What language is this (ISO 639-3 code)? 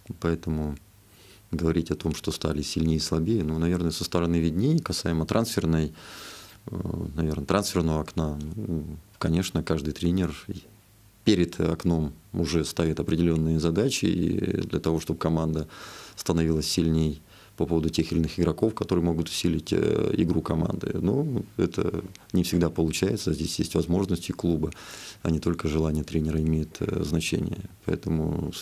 rus